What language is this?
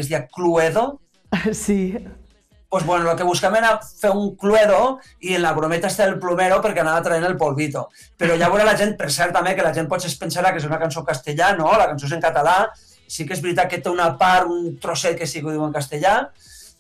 Catalan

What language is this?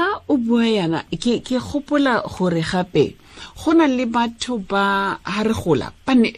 Tswana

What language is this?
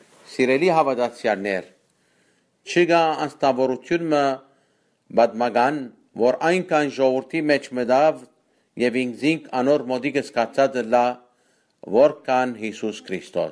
Western Armenian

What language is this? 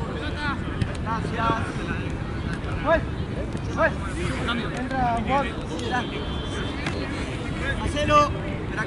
Spanish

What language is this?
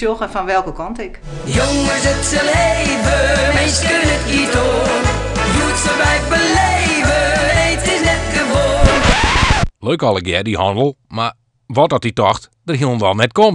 Western Frisian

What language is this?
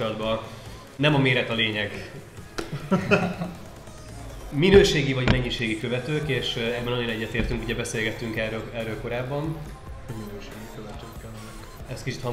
Hungarian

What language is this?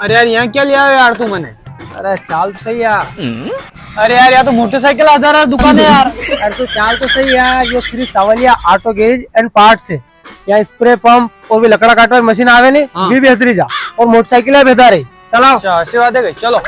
Rajasthani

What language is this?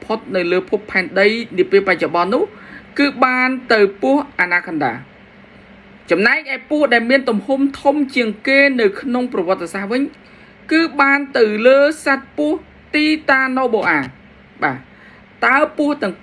Khmer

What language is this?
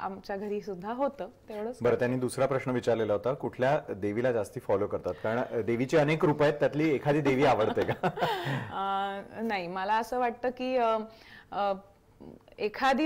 Marathi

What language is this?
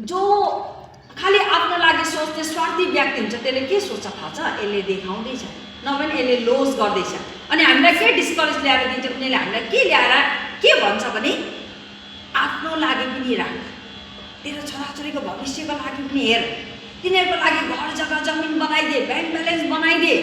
Nepali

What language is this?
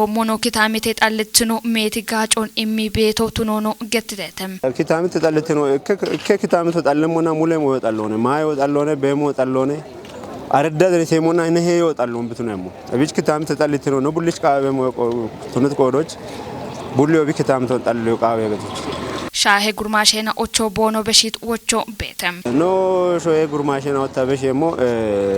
Kafa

